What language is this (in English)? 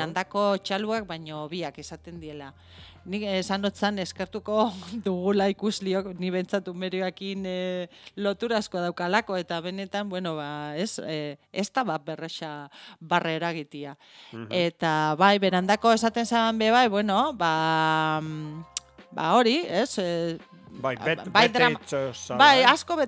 Basque